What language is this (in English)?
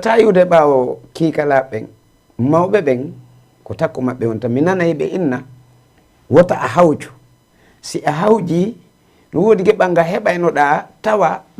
Fula